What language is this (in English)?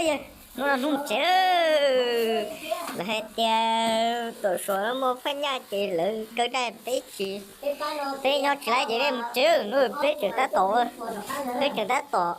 Hmong